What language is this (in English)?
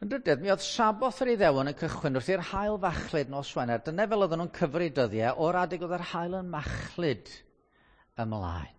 Welsh